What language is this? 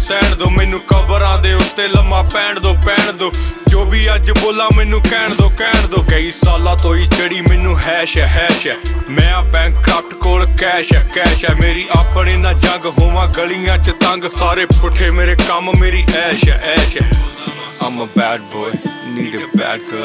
Punjabi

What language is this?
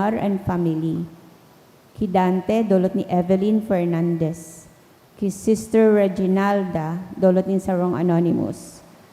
Bikol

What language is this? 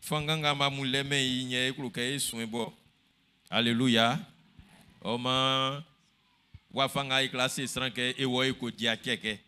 Baoulé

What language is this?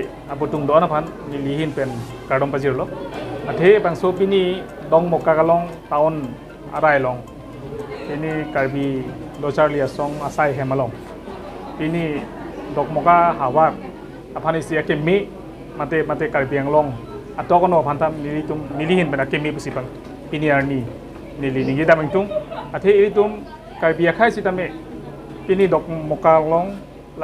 Karbi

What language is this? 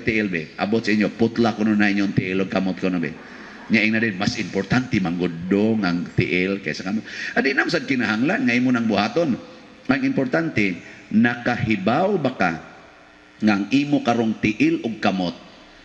Cebuano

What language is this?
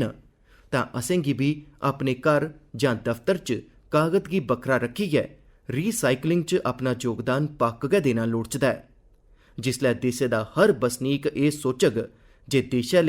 Dogri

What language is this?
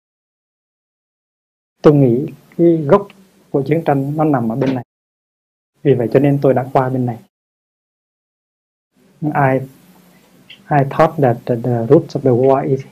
Vietnamese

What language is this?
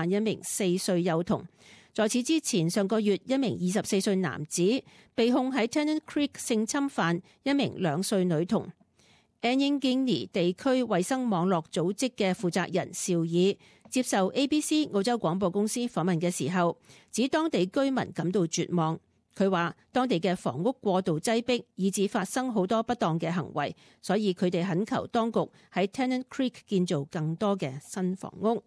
Cantonese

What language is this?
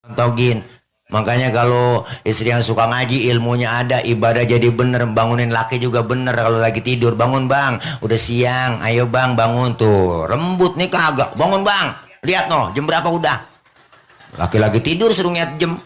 Betawi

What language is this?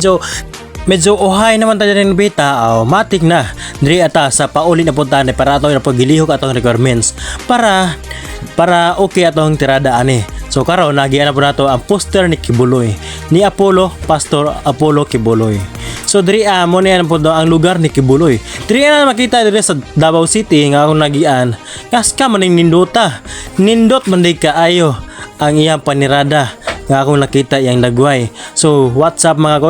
Cebuano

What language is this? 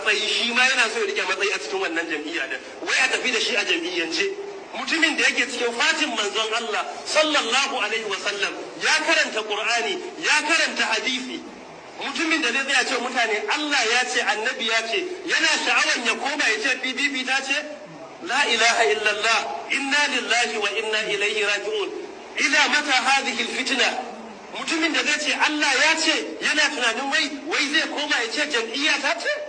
Hausa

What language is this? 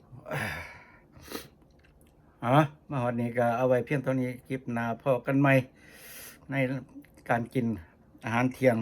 Lao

